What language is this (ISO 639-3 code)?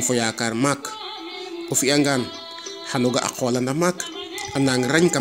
srr